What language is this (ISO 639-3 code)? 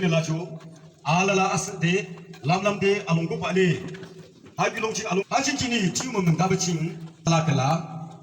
yim